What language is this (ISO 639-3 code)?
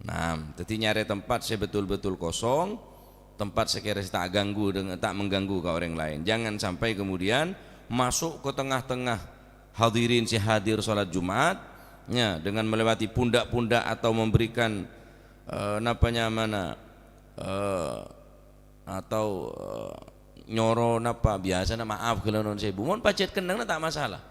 mad